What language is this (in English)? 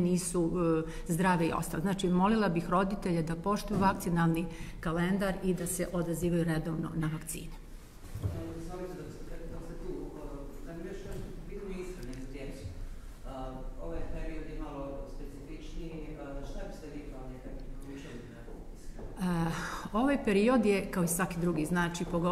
Serbian